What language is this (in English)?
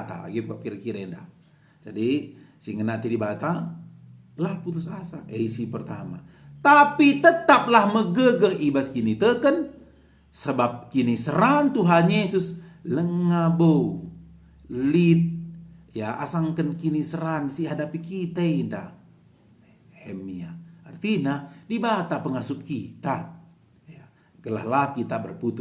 Batak Karo